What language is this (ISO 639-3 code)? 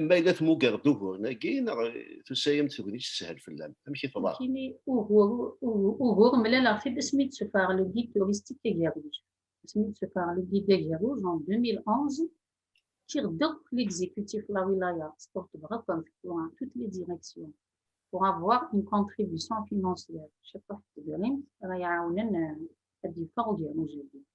kab